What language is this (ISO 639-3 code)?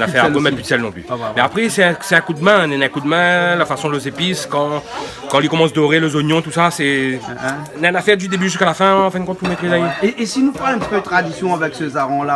rcf